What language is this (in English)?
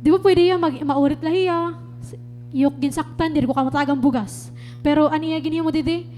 Waray